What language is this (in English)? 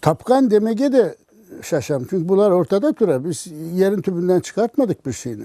Crimean Tatar